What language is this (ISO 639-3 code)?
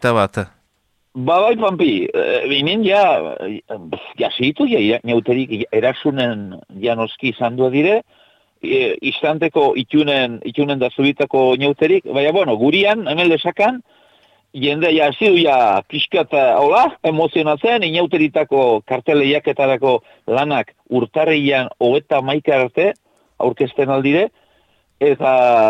eus